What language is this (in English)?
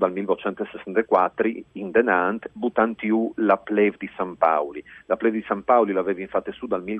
Friulian